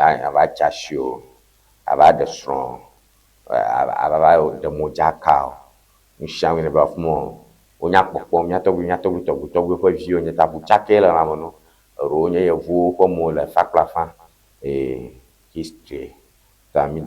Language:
Ewe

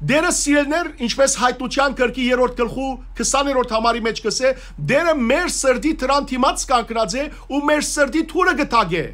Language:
Western Armenian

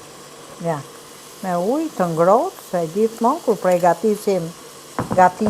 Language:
Albanian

